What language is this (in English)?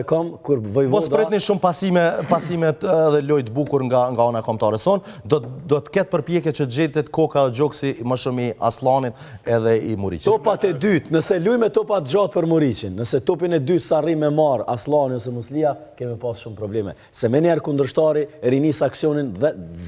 Albanian